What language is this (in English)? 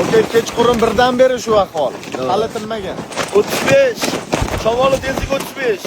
Uzbek